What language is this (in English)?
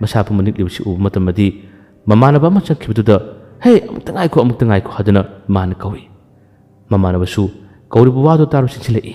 Manipuri